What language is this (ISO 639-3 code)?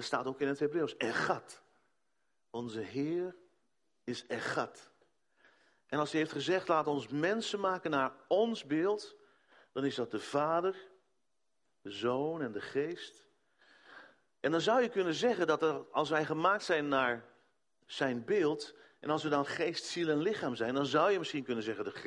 nld